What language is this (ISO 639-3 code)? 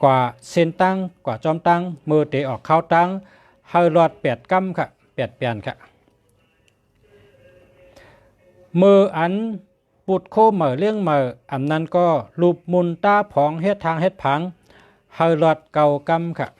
shn